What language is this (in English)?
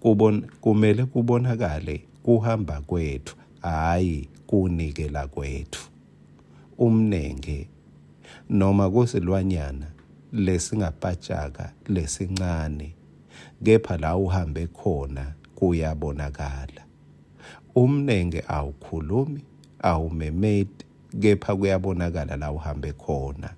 Swati